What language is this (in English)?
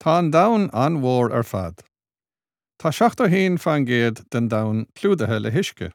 Irish